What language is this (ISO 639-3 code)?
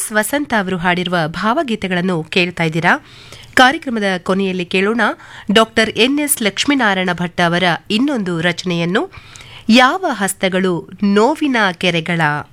kan